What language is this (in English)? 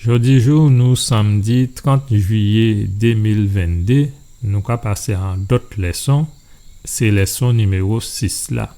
Guadeloupean Creole French